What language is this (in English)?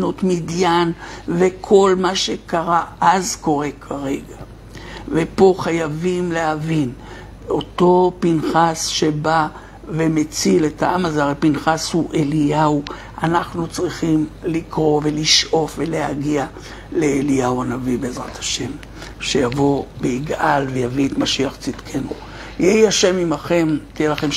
Hebrew